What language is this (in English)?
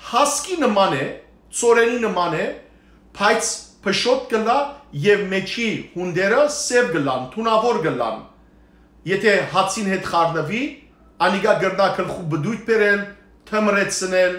Western Armenian